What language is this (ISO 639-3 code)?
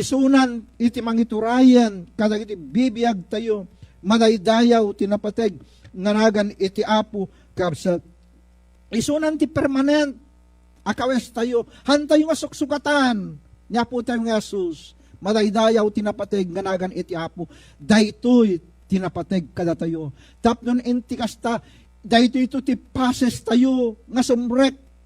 ilo